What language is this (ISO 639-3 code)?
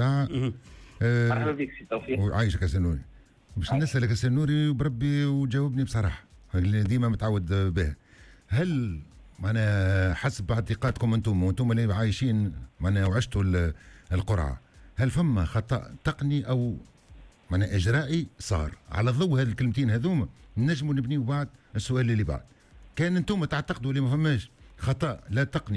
aeb